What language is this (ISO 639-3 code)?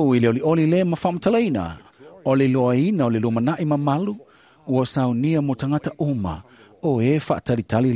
smo